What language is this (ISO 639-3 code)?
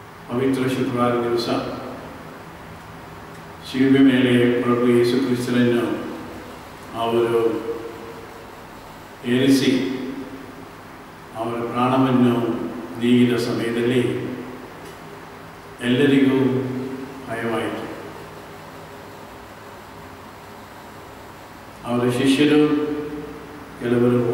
kan